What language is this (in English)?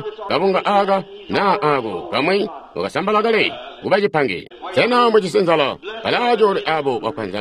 Tonga (Zambia)